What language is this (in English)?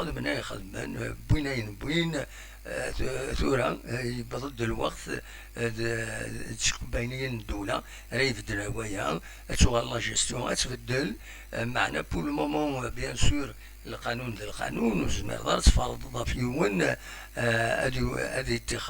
Kabyle